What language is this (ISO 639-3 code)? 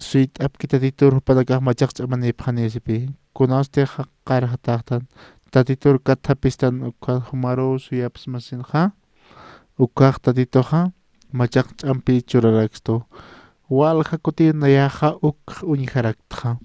aym